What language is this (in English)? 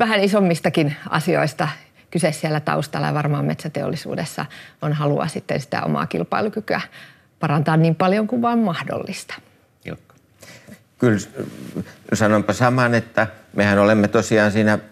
Finnish